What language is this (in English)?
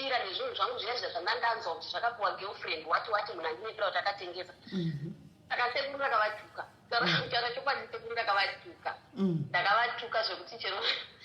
Shona